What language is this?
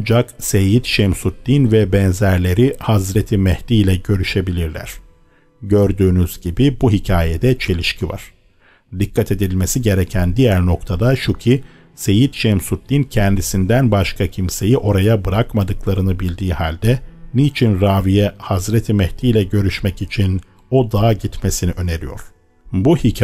Turkish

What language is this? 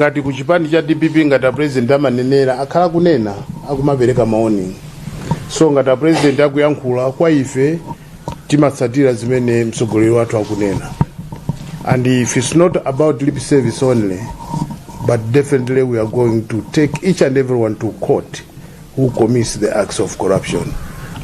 Nyanja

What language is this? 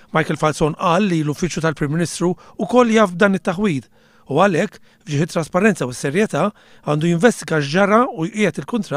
Maltese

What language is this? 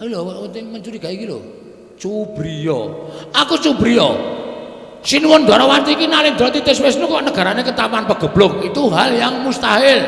Javanese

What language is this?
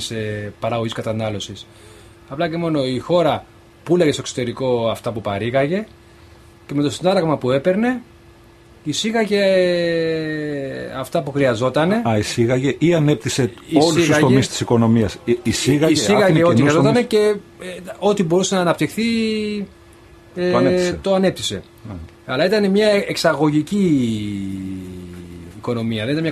Greek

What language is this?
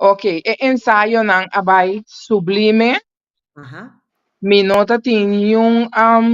Papiamento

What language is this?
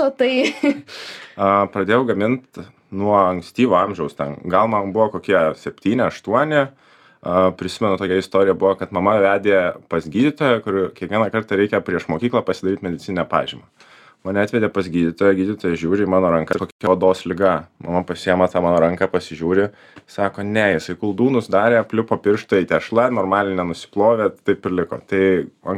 Lithuanian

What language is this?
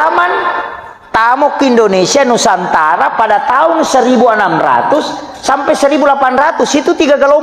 Buginese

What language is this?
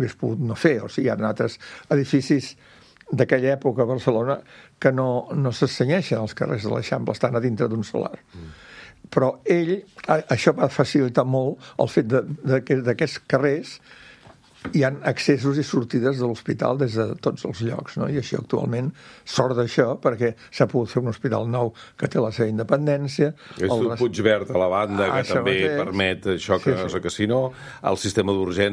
Catalan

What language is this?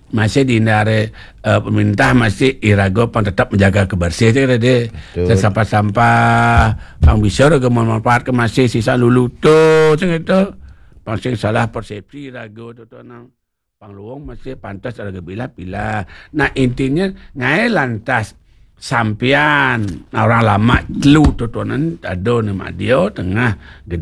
Balinese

